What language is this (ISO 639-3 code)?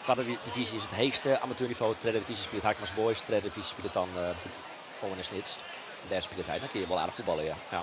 fry